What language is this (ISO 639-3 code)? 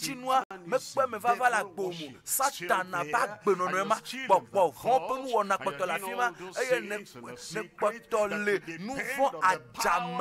ewe